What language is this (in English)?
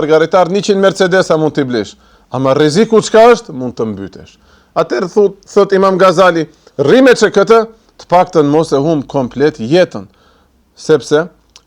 Albanian